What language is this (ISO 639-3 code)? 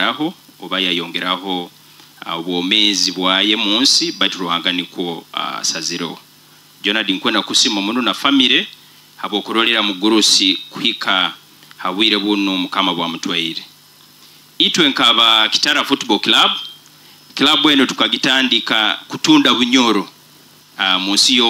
nyo